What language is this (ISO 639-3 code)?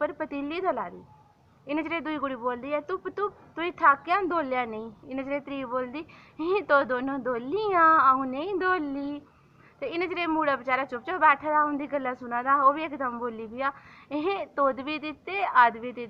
doi